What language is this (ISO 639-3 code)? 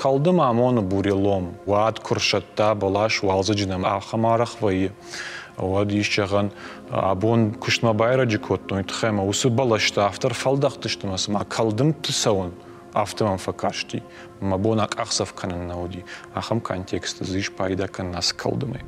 oss